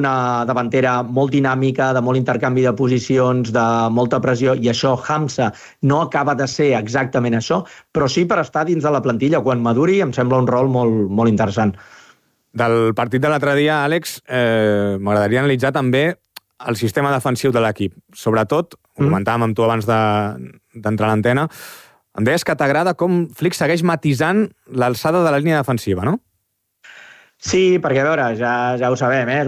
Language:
Catalan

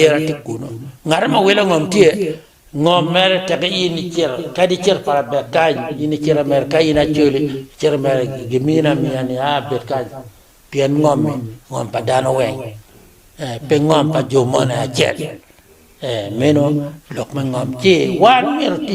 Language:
Acoli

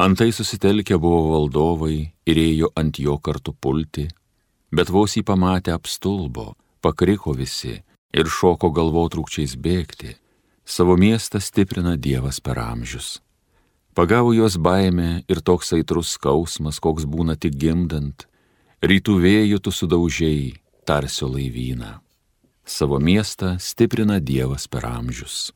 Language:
Lithuanian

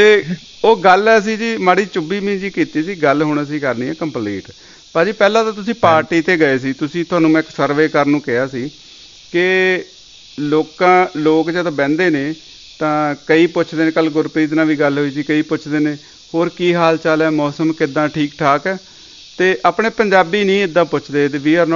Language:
Punjabi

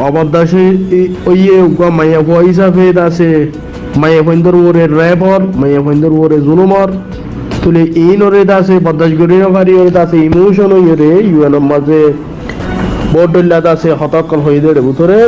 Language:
Rohingya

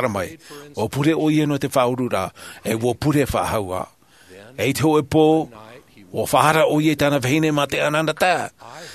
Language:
Tahitian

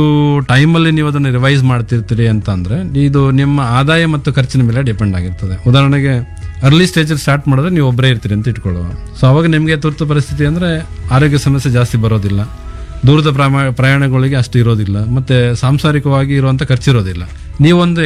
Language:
Kannada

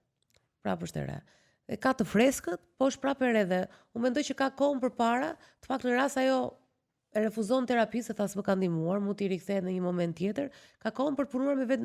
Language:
Albanian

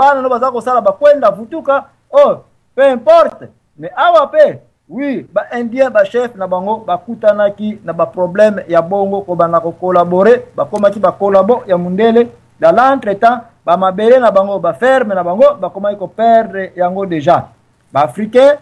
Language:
Lingala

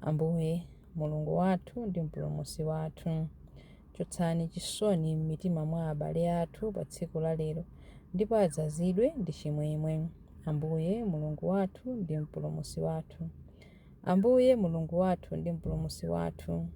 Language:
Nyanja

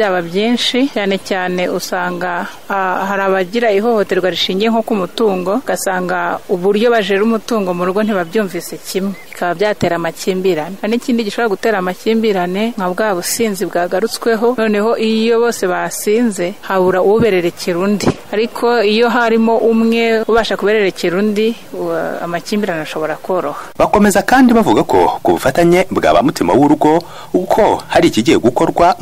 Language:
Kinyarwanda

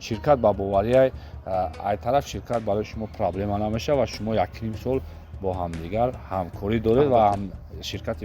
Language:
Tajik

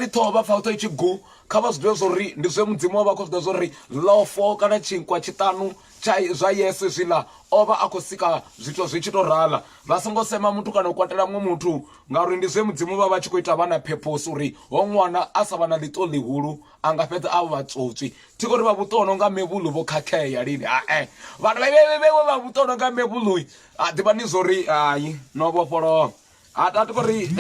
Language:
Venda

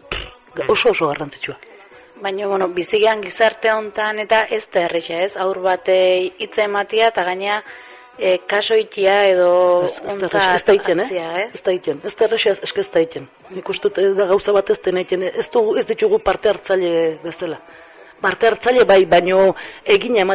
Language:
Basque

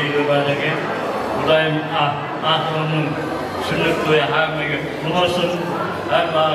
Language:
Kazakh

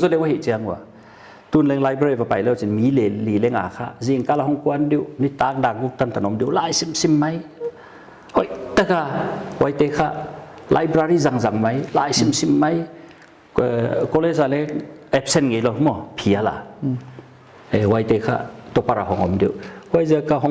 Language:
Paite Chin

